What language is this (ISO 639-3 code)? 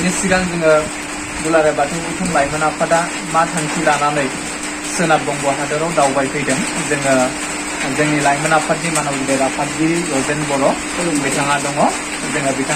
brx